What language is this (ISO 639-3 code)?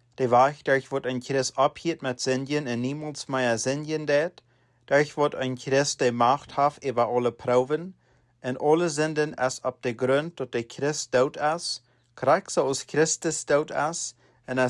pdt